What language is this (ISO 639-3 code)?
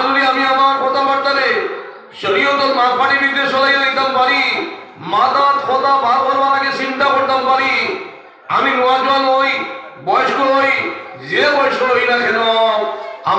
syl